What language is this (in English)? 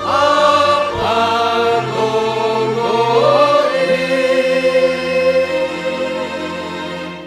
Batak Simalungun